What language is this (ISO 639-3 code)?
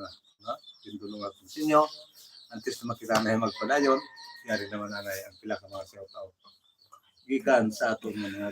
hil